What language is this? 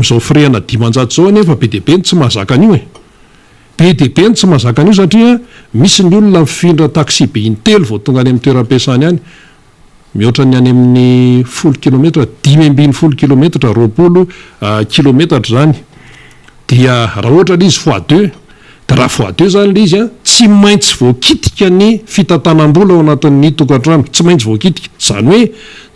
Malagasy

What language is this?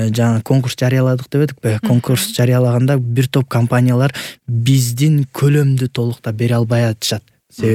Kyrgyz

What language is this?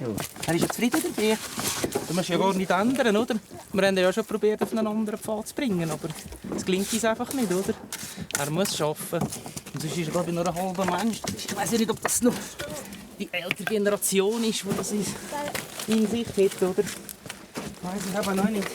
Swiss German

